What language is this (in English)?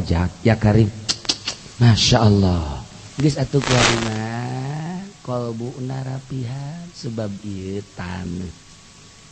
Sundanese